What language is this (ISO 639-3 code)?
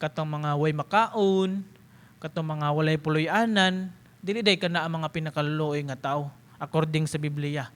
ceb